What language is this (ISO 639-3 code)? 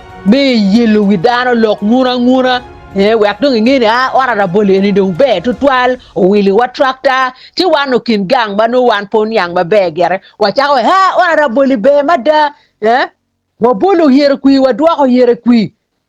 ach